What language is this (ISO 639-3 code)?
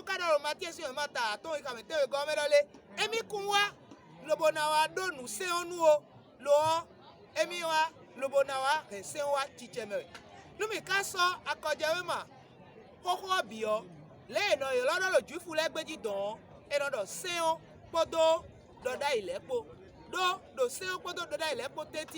fon